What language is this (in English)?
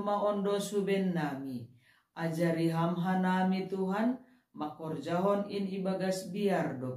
Batak Simalungun